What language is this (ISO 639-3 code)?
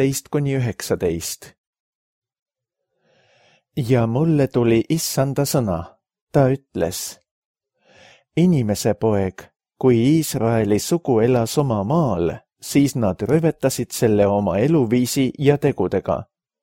est